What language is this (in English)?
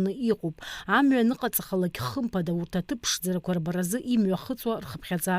Abkhazian